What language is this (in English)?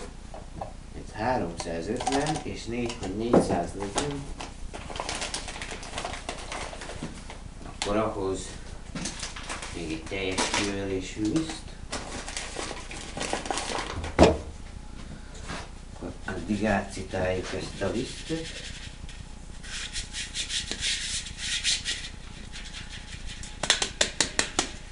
Hungarian